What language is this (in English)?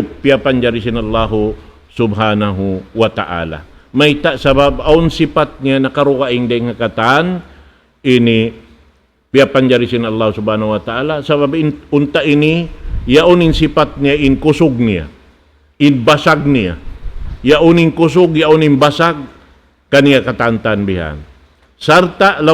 Tausug